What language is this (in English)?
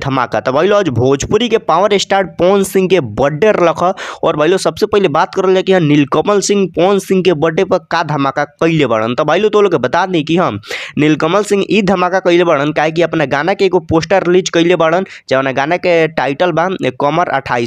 Bhojpuri